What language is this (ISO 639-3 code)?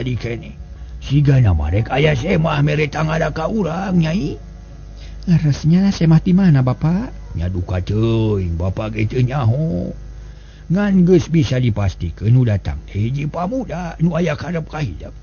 sun